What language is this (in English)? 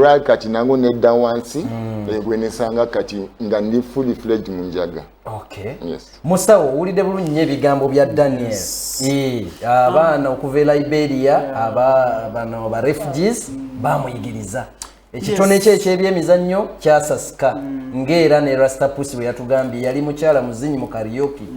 Ganda